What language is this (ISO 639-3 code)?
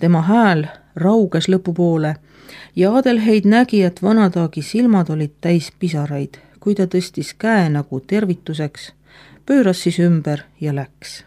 est